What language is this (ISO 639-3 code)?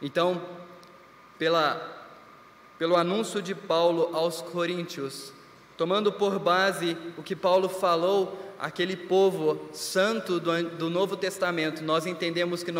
por